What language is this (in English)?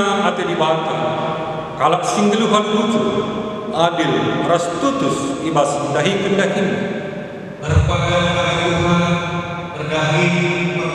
Batak Karo